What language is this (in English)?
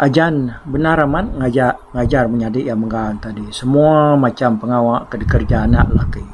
Iban